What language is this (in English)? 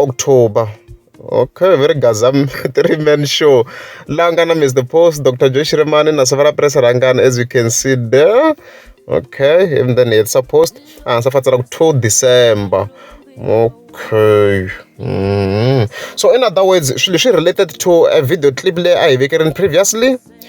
Tsonga